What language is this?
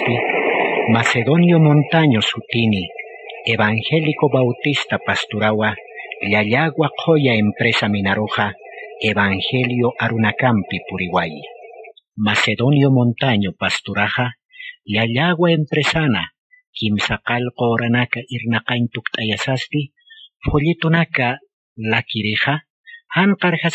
Aymara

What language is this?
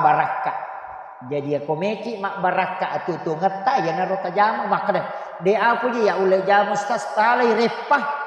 Buginese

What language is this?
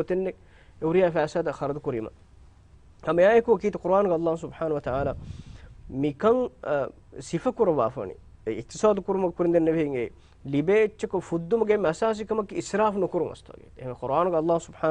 Divehi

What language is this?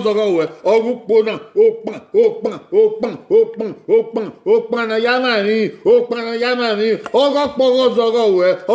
Bini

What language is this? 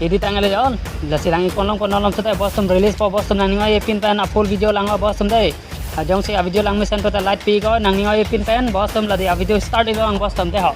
Karbi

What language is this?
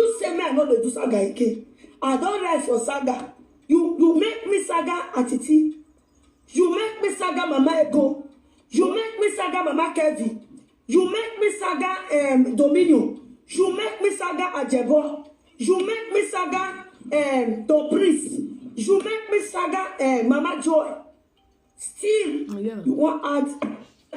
Nigerian Pidgin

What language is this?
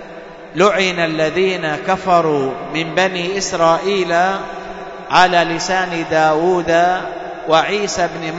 Arabic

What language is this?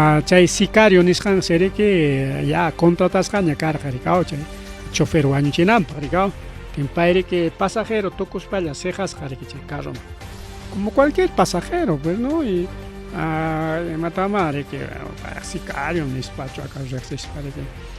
Ayacucho Quechua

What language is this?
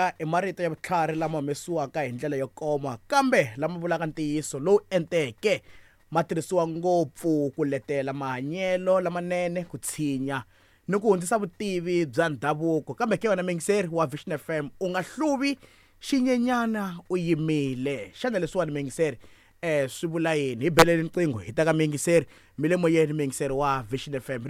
Tsonga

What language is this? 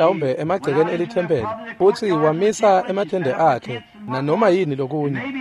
Swati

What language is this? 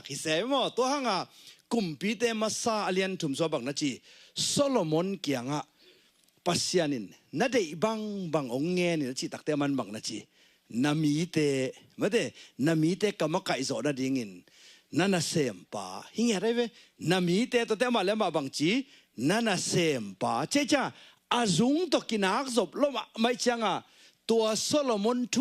Tedim Chin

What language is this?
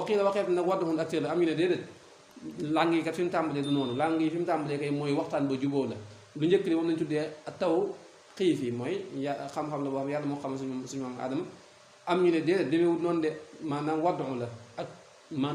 Wolof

